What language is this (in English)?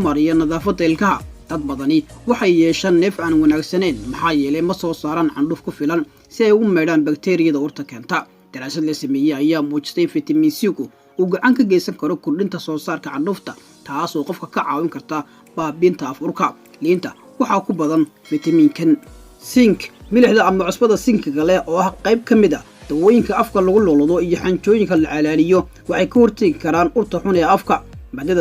Somali